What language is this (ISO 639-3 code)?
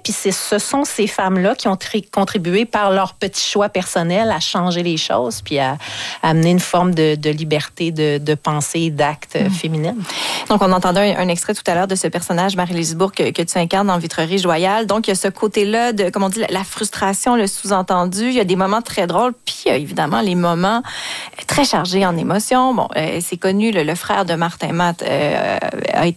fra